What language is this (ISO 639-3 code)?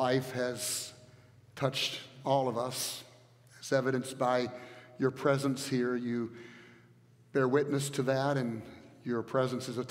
eng